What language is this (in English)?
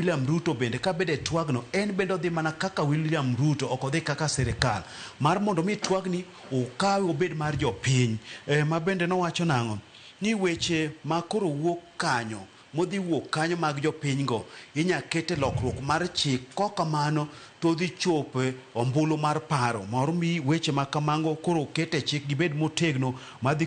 Luo (Kenya and Tanzania)